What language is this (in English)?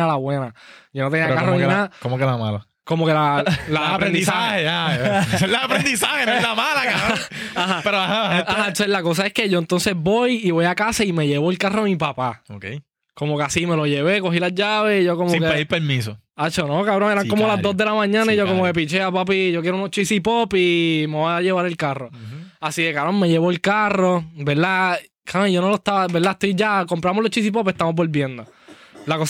Spanish